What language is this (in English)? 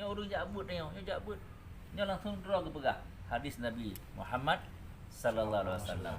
Achinese